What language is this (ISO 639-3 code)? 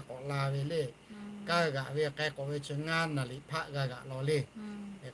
lhu